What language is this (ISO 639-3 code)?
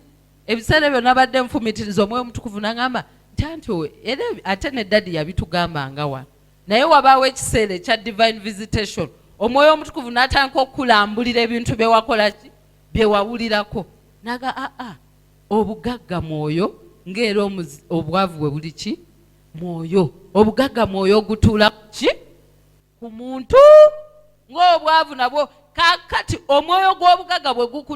lug